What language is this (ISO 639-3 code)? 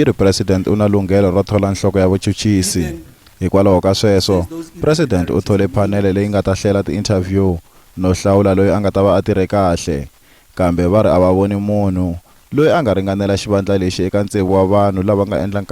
tso